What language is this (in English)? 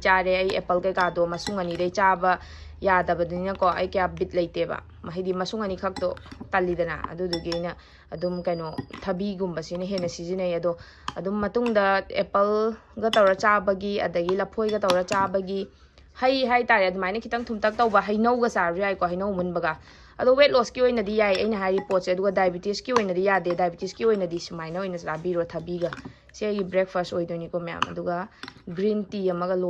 Manipuri